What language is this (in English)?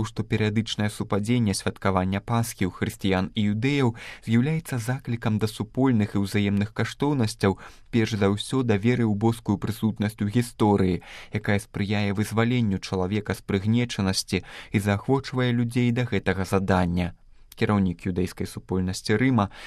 Belarusian